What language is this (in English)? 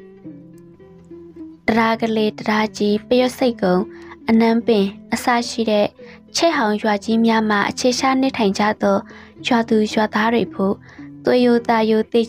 Burmese